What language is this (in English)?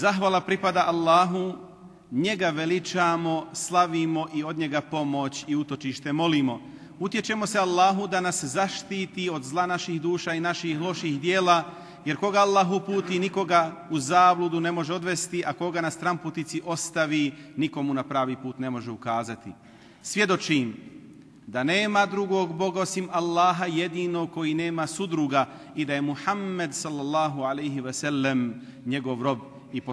Bosnian